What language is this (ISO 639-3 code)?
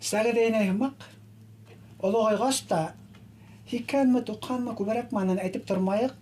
bak